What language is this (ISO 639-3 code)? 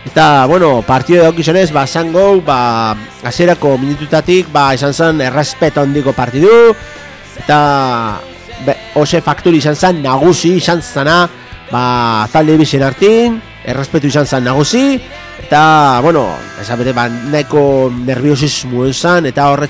eus